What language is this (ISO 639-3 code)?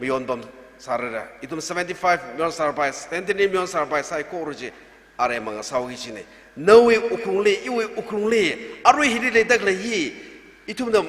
nmf